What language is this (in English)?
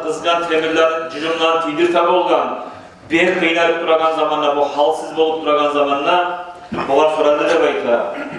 Kumyk